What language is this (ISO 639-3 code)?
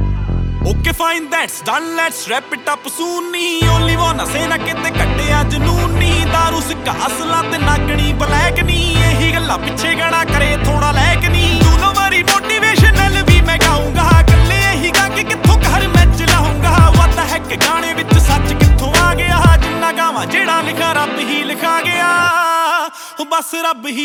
pan